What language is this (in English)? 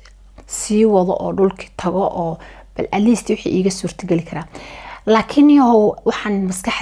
Somali